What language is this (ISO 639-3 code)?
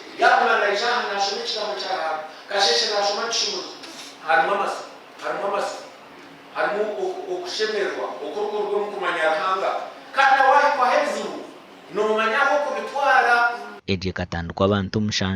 nyn